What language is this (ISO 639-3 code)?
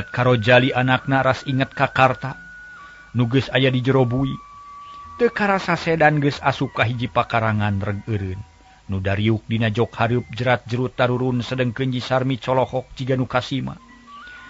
sun